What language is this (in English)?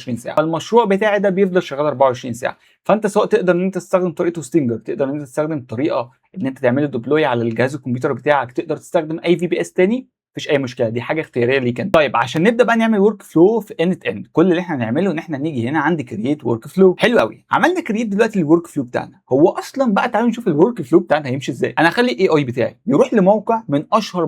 Egyptian Arabic